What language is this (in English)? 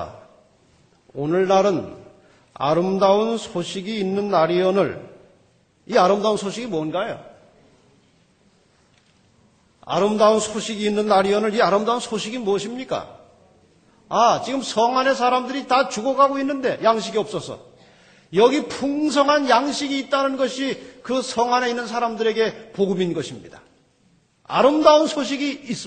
Korean